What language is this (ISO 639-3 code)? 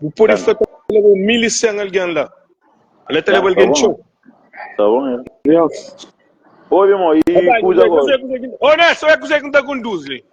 kea